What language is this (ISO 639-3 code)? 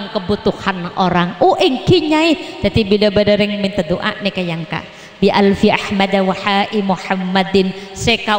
mad